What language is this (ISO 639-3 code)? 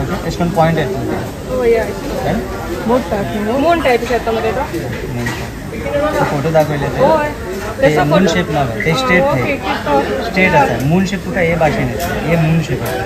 kok